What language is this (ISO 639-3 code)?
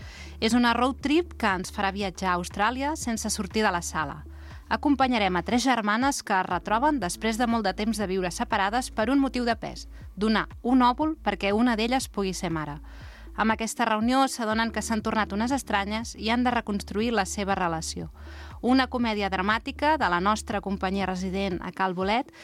cat